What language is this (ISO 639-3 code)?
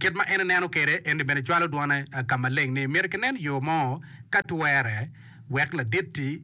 ach